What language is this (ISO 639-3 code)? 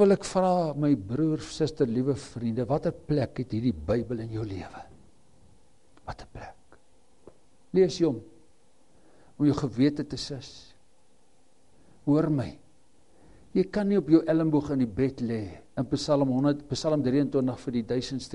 afr